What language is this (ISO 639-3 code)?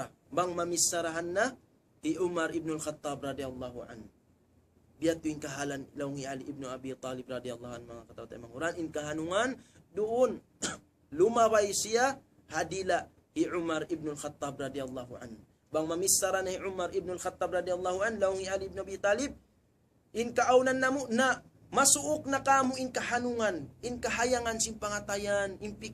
tsg